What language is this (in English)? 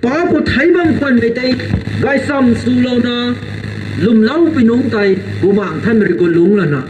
Rongmei Naga